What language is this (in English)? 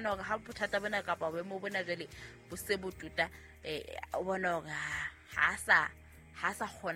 Southern Sotho